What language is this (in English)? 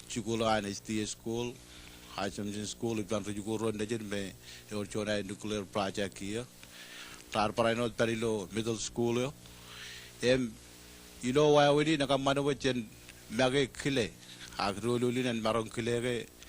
Marshallese